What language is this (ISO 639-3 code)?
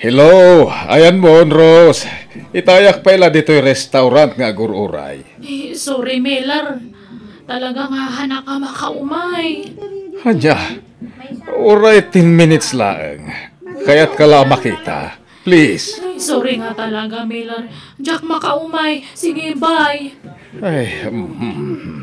ilo